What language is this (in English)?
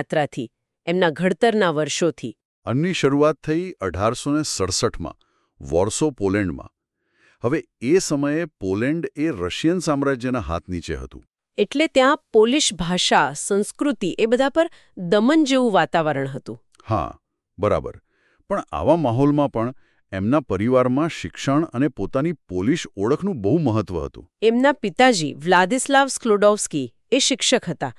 Gujarati